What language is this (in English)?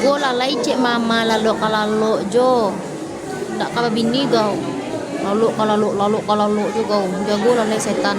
Minangkabau